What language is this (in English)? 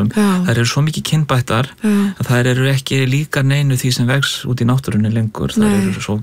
Icelandic